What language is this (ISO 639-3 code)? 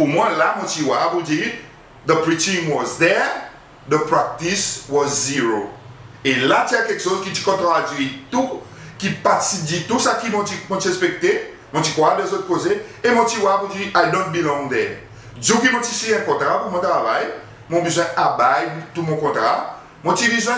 crs